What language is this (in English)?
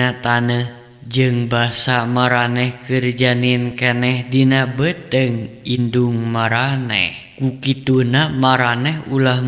Sundanese